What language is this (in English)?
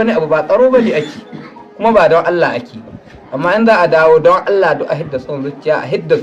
Hausa